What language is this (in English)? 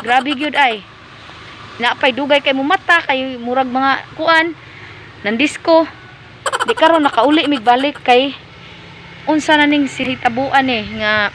Cebuano